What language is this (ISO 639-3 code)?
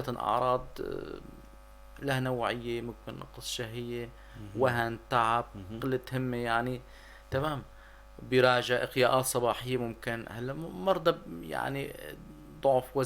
apc